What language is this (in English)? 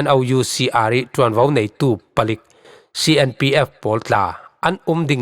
Falam Chin